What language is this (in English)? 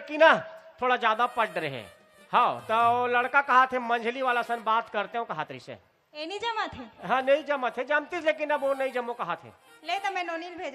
Chhattisgarhi